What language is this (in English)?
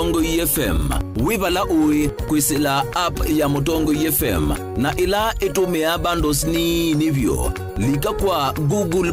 Kamba